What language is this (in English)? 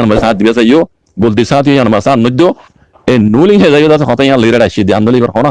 Rohingya